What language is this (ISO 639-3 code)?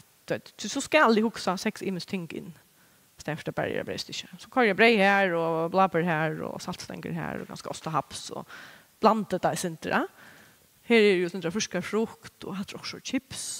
fao